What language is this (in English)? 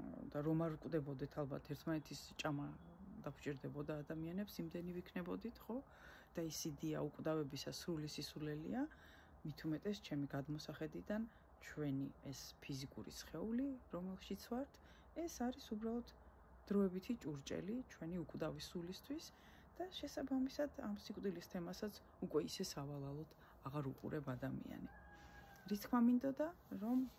Georgian